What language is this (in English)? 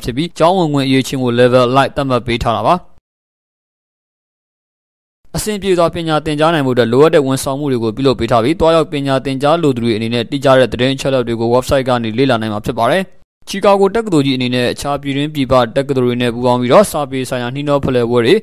Burmese